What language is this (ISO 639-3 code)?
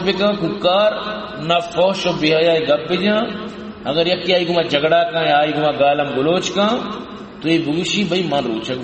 bal